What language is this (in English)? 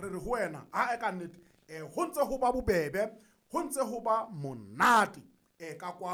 Southern Sotho